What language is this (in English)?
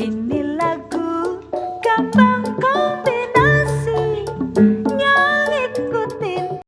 Betawi